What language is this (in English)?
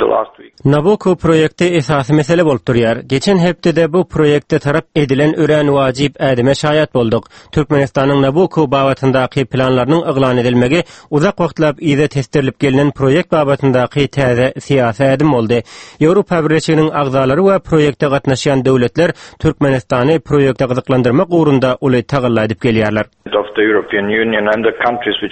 Turkmen